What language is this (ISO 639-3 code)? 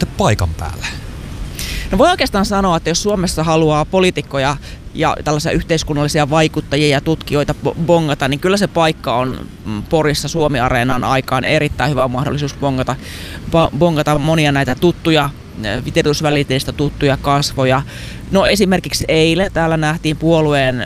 fin